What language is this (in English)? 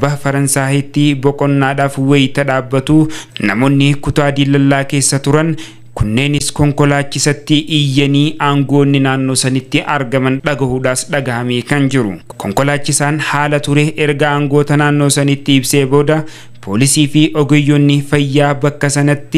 Oromo